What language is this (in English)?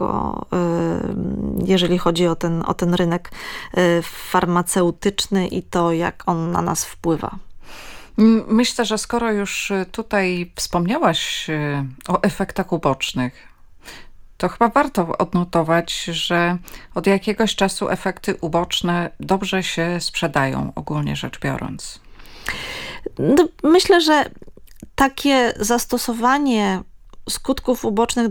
Polish